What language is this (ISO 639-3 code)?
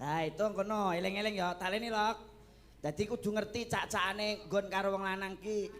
jav